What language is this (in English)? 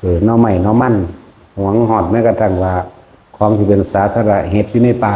Lao